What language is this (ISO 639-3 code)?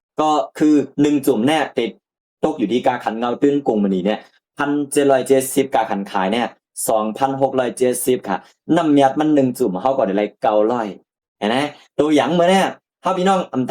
shn